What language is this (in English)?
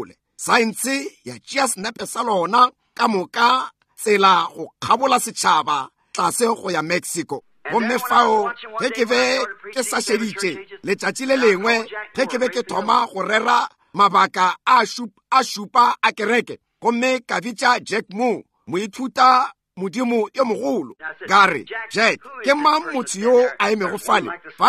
Northern Sotho